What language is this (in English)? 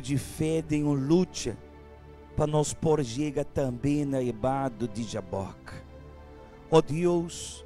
Papiamento